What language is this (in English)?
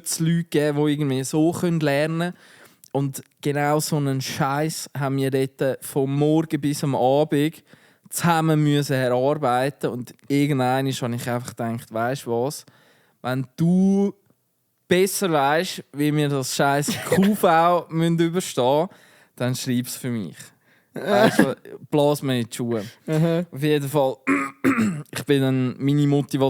Swiss German